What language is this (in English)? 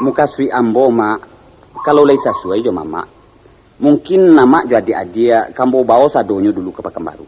Minangkabau